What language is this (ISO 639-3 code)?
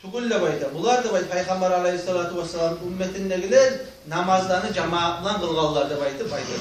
kum